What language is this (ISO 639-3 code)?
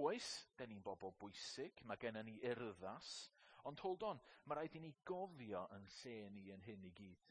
cym